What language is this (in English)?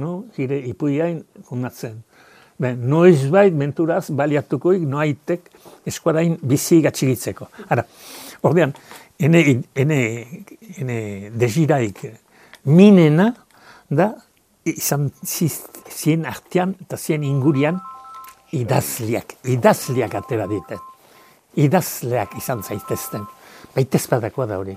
Basque